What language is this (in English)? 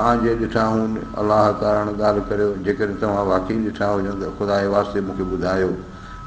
Sindhi